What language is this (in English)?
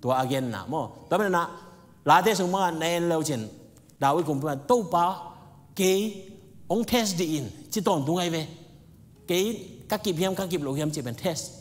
Tedim Chin